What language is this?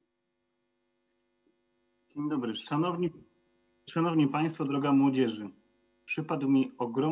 Polish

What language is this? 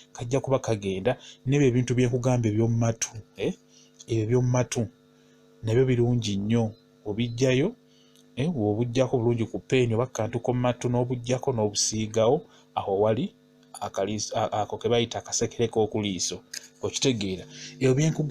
Ganda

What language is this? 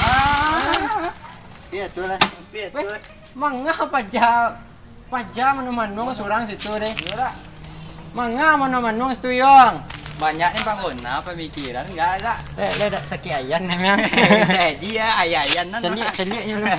Minangkabau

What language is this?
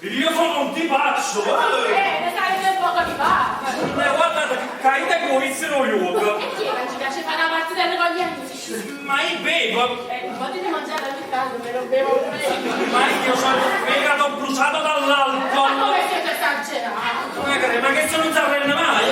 Neapolitan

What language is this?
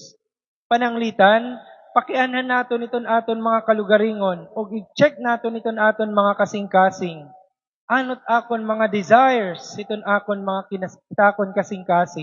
Waray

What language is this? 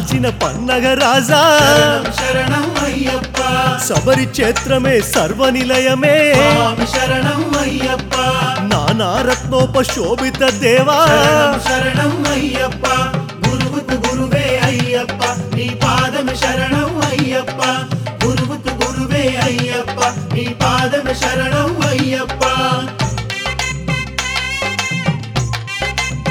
Telugu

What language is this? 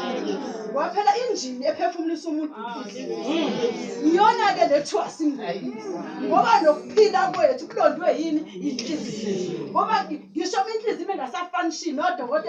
Zulu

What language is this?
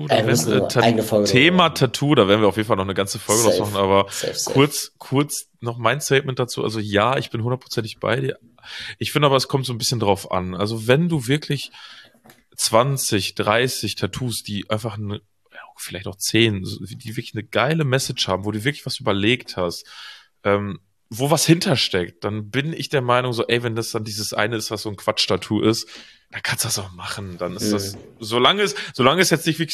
German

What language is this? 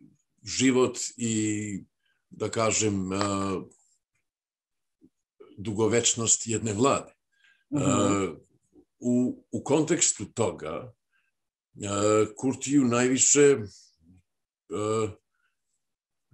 Serbian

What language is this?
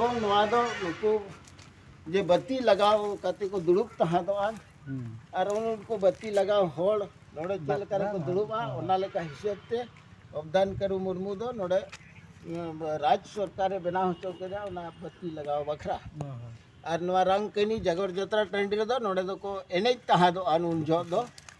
Santali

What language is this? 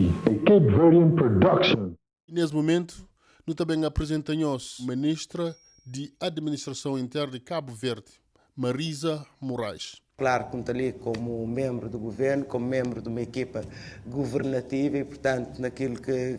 Kabuverdianu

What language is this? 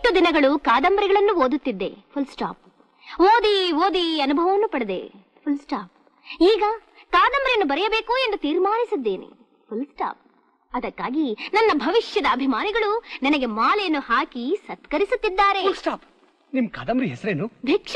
Kannada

